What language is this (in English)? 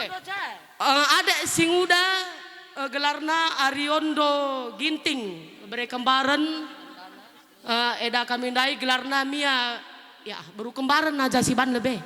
Batak Karo